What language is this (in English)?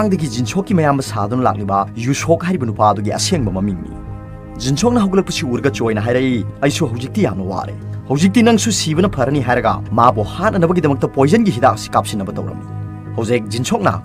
Manipuri